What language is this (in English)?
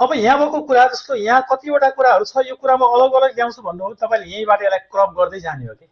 Nepali